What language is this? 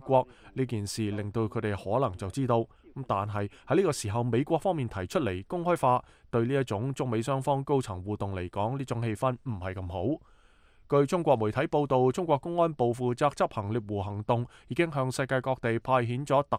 Cantonese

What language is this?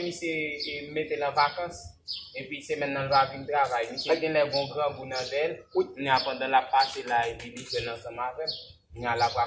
Haitian Creole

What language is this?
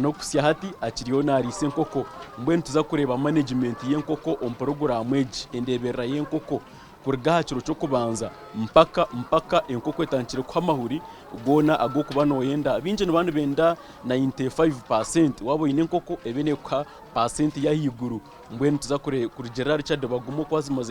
Nyankole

